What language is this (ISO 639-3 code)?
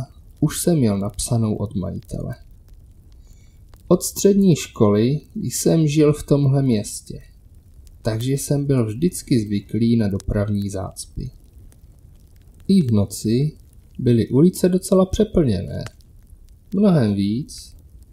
ces